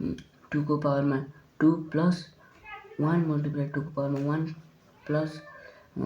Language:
Nepali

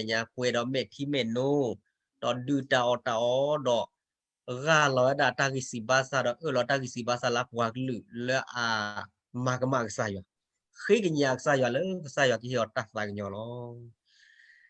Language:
S'gaw Karen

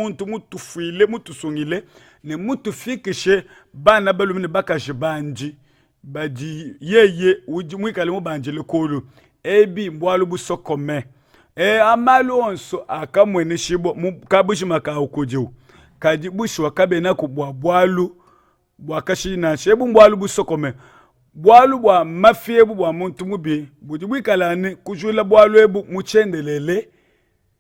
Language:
Luba-Lulua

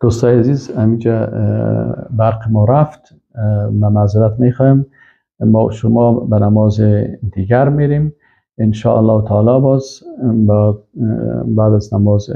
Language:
Persian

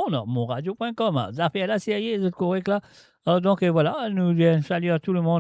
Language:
Morisyen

